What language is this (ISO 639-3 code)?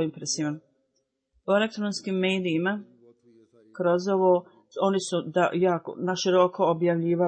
bos